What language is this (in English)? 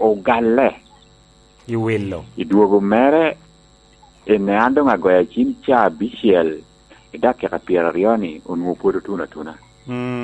Lango (Uganda)